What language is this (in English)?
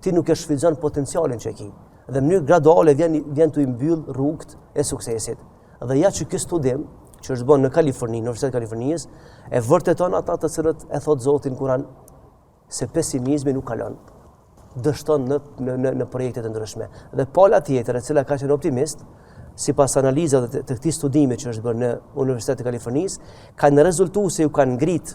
Albanian